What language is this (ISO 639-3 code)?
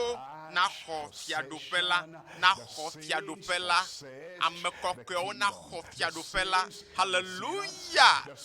ewe